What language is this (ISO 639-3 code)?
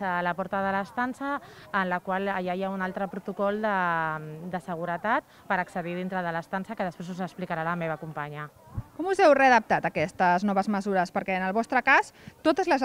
cat